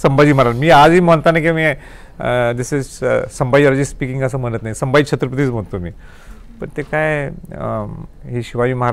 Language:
Marathi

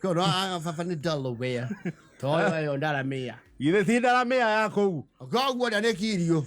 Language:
Kikuyu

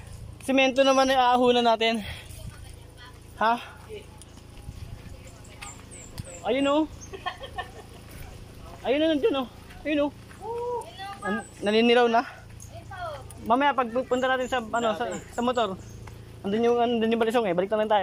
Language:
Filipino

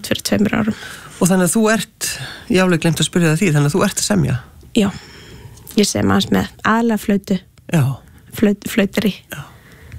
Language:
Icelandic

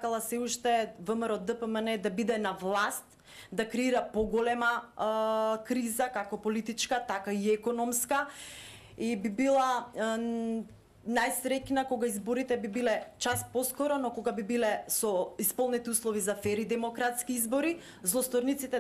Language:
Macedonian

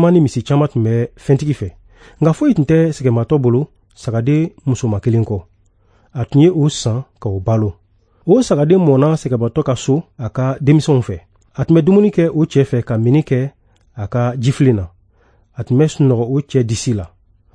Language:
Bambara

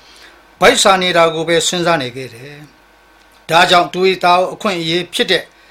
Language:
Burmese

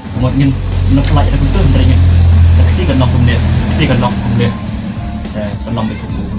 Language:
Khasi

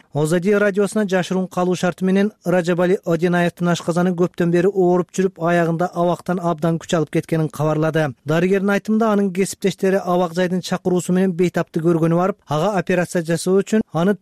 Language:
Kyrgyz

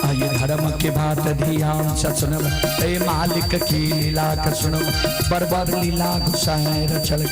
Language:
Maithili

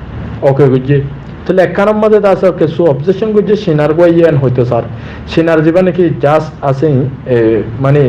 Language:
Rohingya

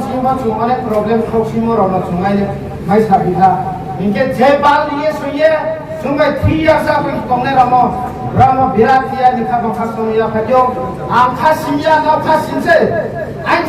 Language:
Riang (India)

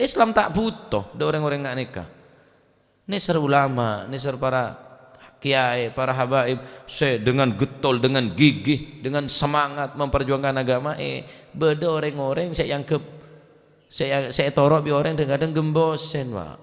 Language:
Madurese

